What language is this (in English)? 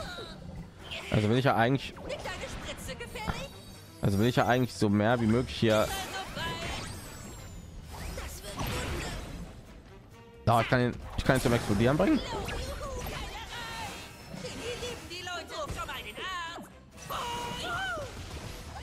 German